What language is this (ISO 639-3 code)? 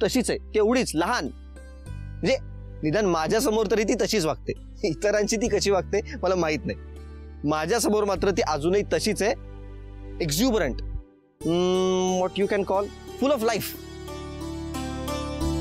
mar